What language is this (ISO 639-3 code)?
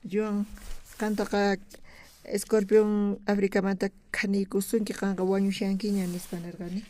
quh